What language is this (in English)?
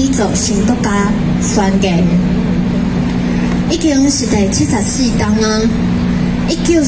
Min Nan Chinese